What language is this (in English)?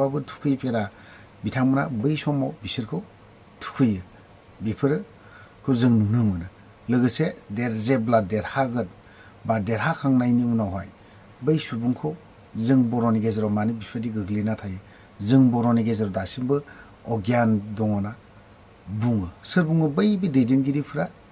Bodo